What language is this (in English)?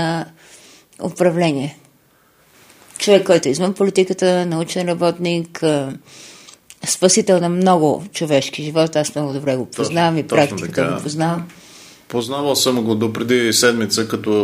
Bulgarian